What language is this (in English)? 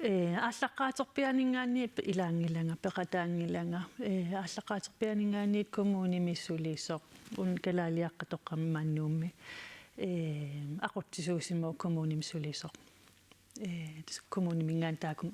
Kalaallisut